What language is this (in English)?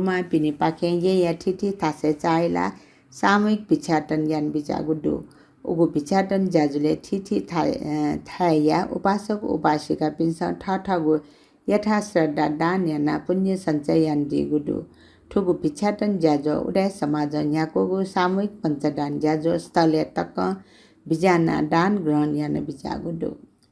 Newari